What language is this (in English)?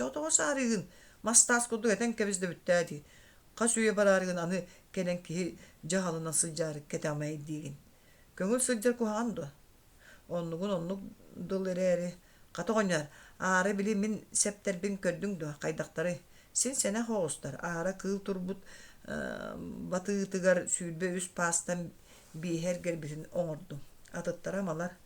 Yakut